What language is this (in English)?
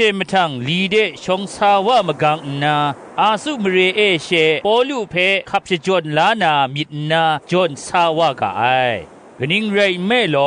Kachin